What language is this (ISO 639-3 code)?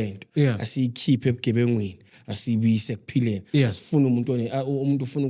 zul